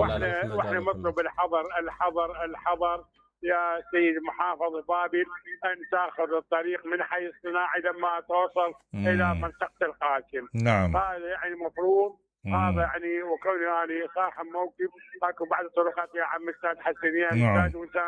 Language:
Mesopotamian Arabic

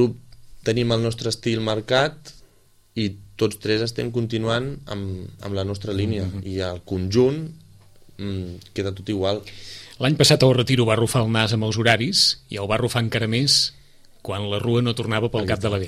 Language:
Catalan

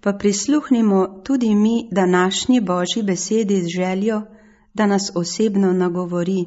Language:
Slovenian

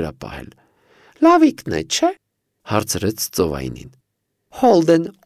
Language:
Armenian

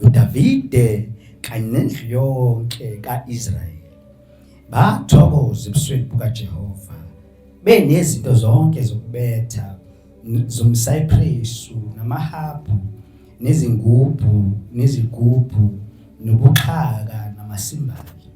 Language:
Zulu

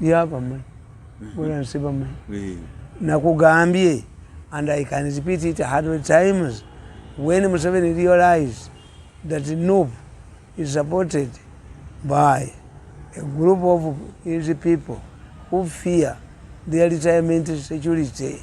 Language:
Ganda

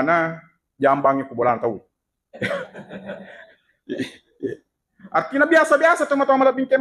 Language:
Buginese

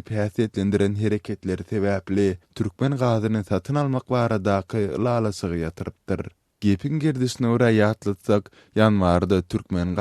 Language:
Turkmen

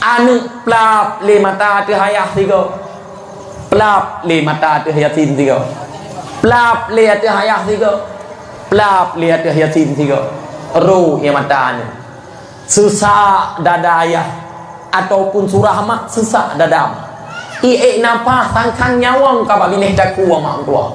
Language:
Achinese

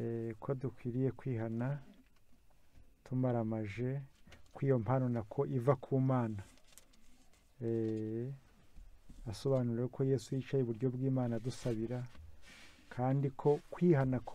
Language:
Kinyarwanda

